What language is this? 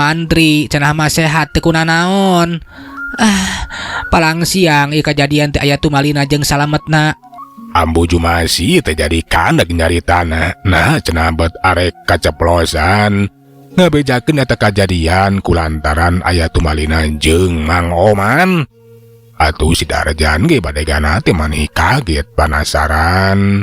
Sundanese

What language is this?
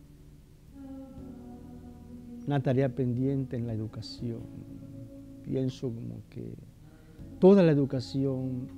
Spanish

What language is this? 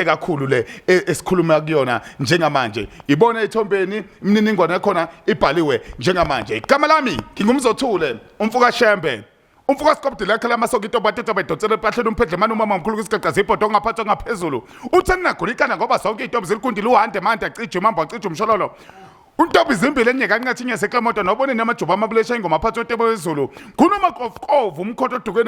Zulu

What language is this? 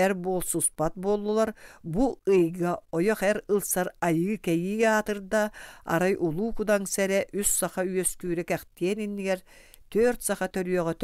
Yakut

